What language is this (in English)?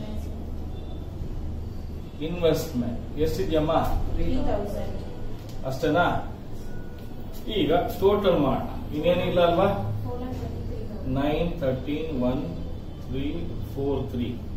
Kannada